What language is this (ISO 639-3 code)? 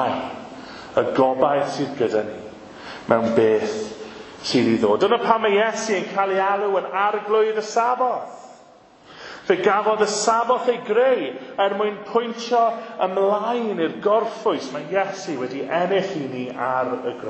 cym